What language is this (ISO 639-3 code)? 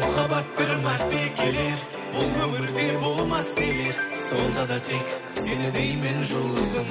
kaa